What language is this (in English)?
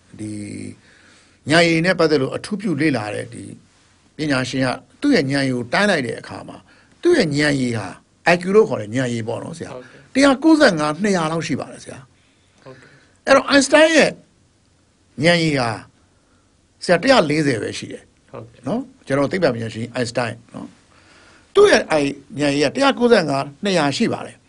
Burmese